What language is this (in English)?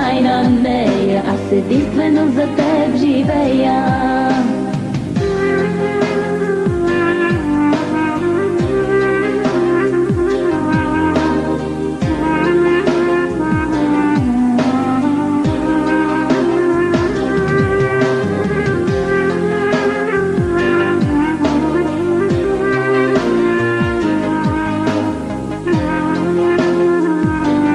Bulgarian